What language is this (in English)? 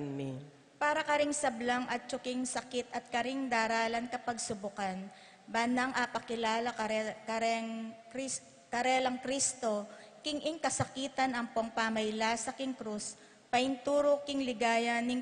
Pampanga